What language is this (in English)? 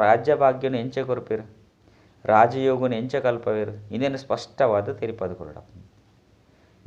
Tulu